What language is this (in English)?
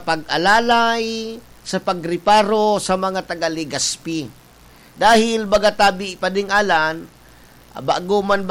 Bikol